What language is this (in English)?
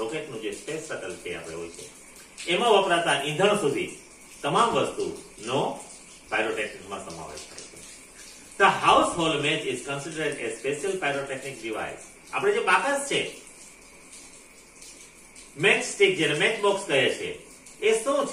Gujarati